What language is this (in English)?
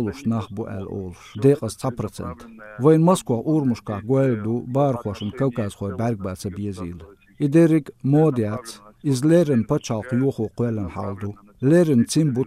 Chechen